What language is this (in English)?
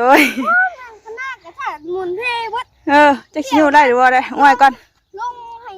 Northeastern Thai